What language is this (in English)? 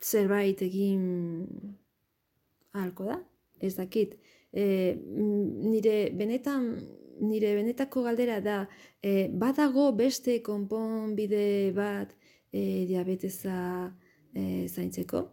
Basque